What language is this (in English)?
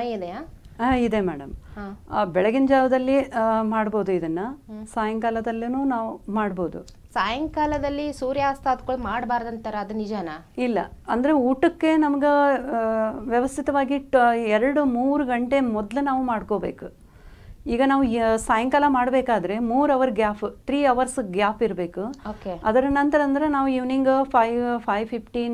Kannada